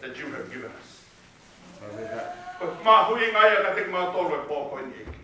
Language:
Tongan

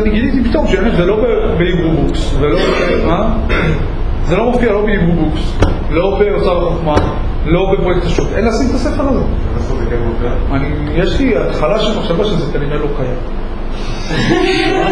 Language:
Hebrew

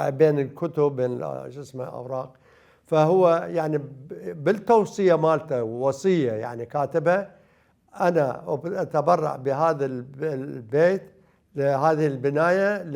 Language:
Mesopotamian Arabic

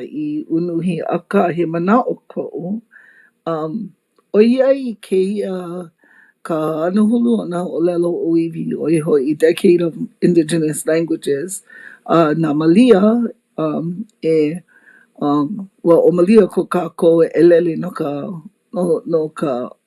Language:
Hawaiian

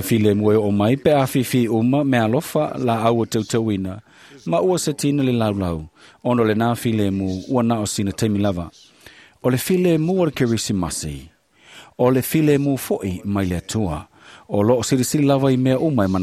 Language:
Samoan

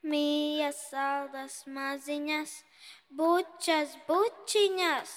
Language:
Latvian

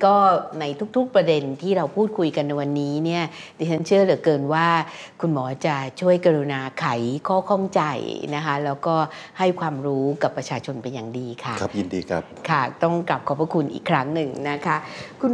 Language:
Thai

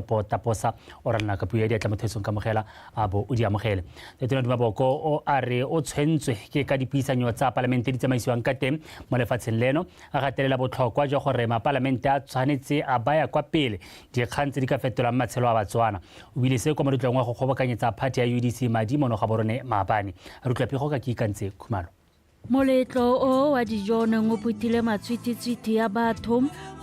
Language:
Tswana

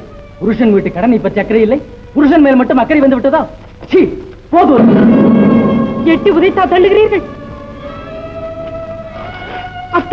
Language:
Tamil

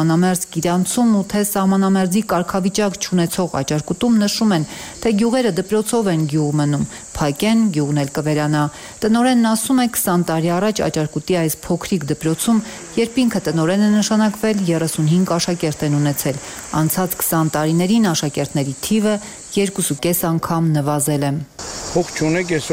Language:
Armenian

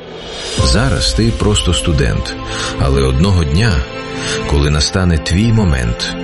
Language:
Ukrainian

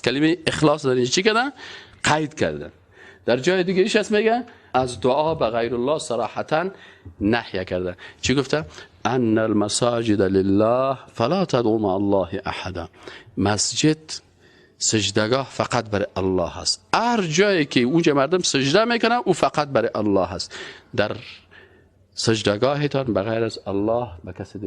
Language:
Persian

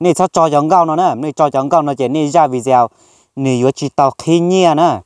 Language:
Hmong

